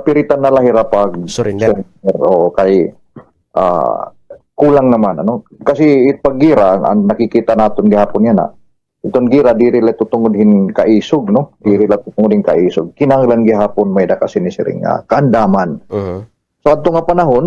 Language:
Waray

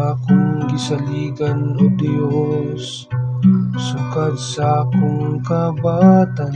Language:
Cebuano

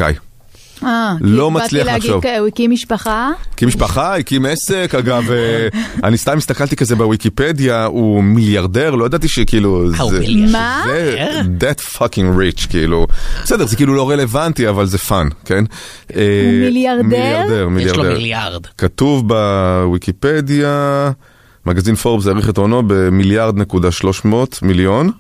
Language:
Hebrew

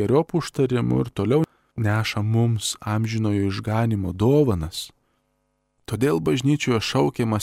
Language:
Lithuanian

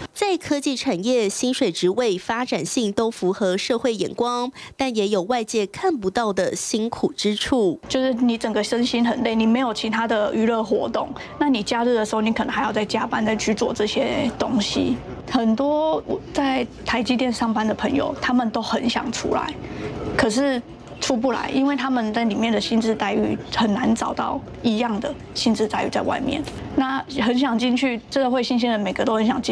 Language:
Chinese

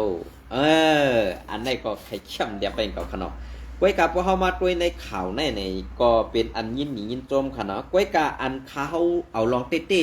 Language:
Shan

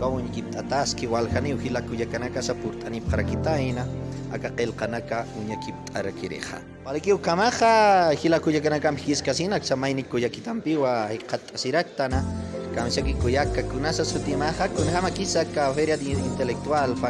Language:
Aymara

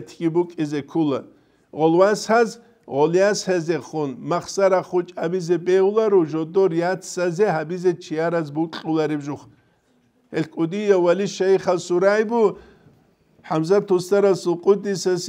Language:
Avaric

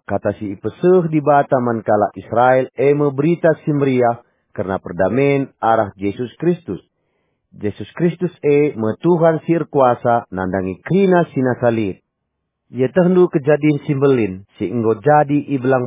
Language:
Batak Karo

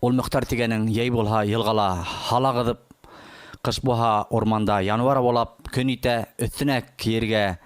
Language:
Bashkir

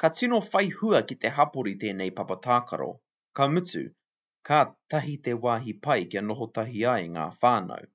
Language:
Māori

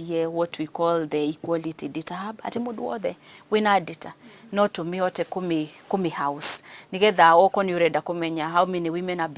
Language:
Kikuyu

